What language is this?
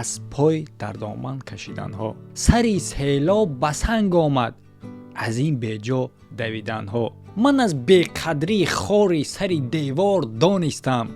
Tajik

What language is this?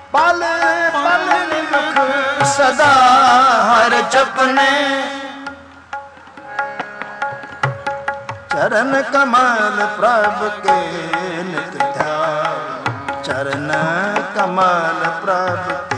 Punjabi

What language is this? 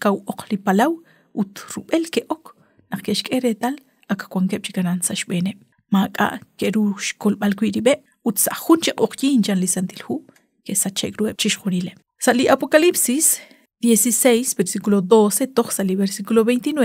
Kekchí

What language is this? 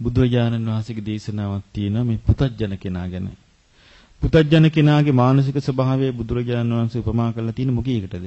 Sinhala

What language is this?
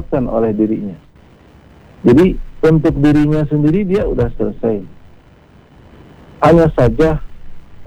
Indonesian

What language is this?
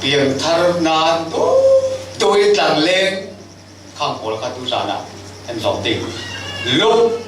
Falam Chin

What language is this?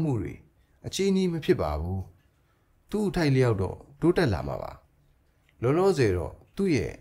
Burmese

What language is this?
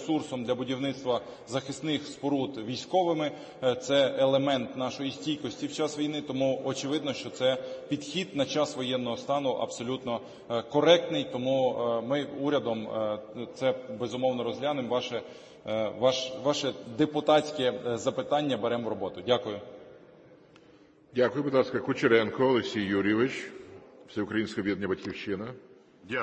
Ukrainian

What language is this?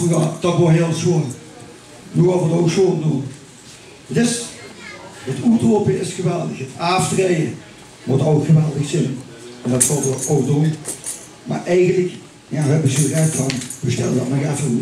Limburgish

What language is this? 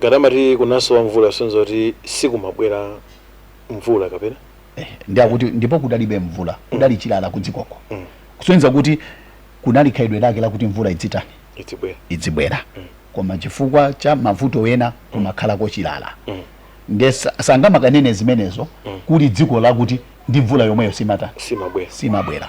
Nyanja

